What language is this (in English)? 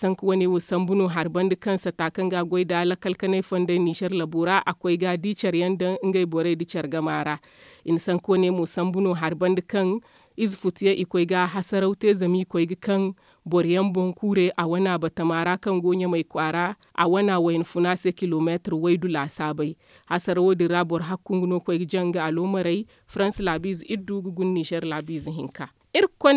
Zarma